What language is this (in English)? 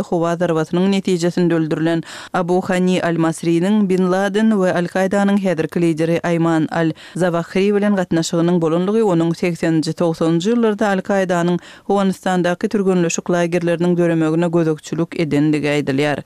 Kyrgyz